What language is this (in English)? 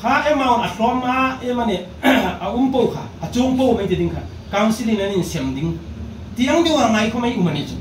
Hmar